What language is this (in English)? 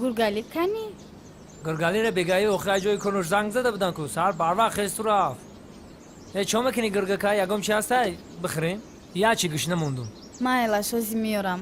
Tajik